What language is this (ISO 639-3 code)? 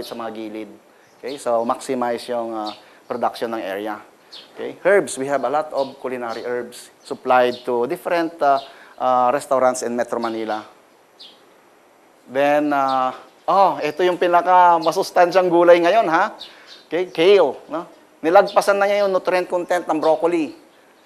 fil